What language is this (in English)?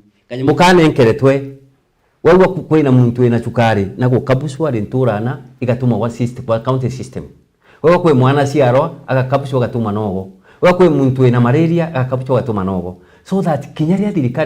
Meru